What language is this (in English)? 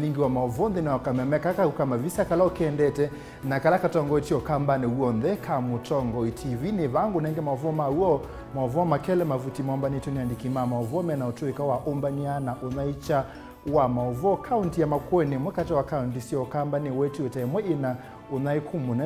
Kamba